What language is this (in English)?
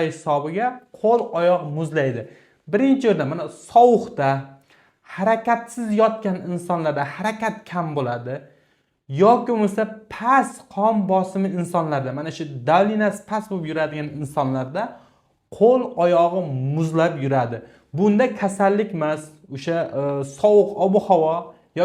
Uzbek